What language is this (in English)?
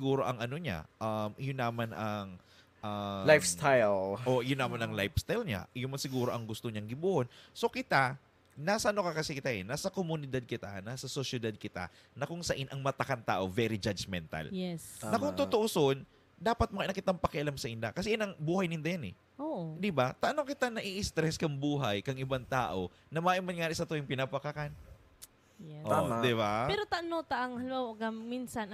Bikol